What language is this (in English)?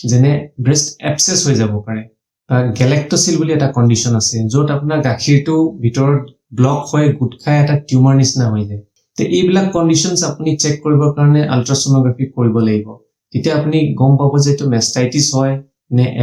Assamese